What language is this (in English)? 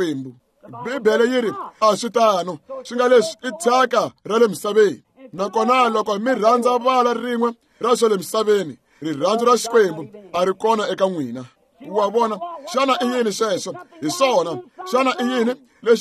Tsonga